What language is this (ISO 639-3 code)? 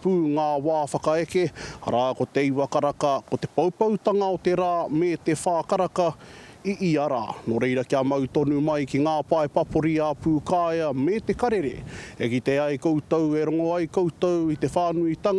mri